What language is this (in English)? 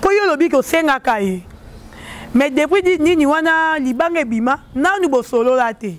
Lingala